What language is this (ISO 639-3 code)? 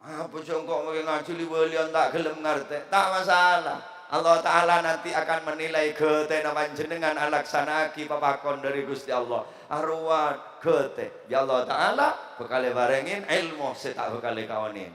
mad